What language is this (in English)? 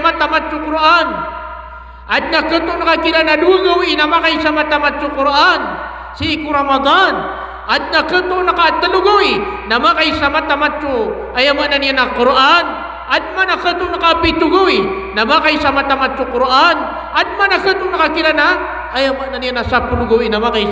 Maranao